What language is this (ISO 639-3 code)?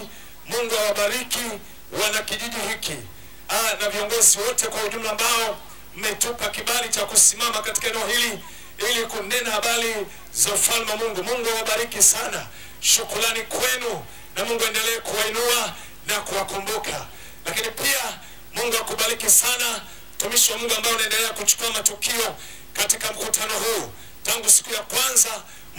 swa